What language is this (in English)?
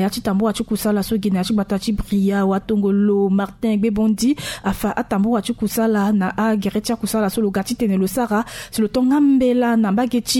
Sango